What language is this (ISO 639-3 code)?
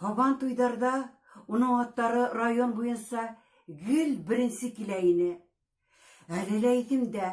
bak